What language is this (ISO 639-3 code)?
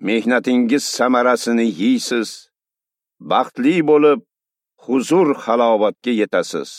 uzb